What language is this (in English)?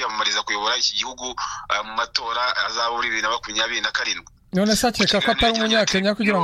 Kinyarwanda